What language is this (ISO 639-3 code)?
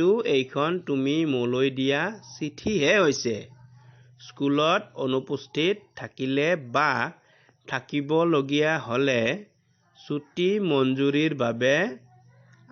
asm